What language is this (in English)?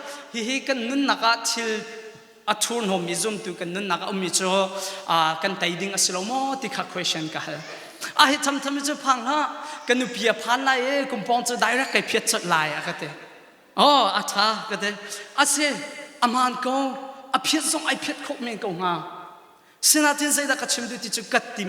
Hakha Chin